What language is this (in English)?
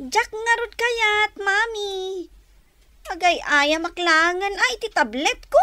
Iloko